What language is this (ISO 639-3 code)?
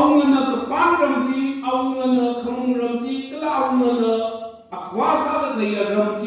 nmf